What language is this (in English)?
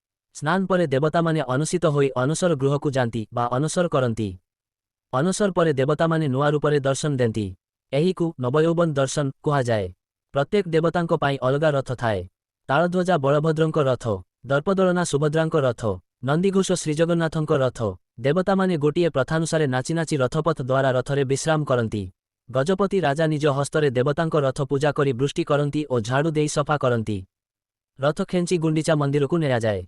Odia